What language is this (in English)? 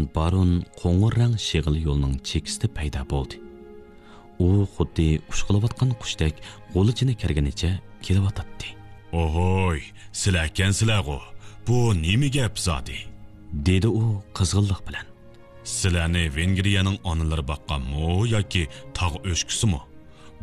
Uyghur